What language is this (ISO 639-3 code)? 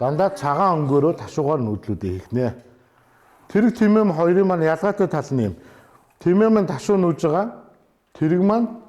mon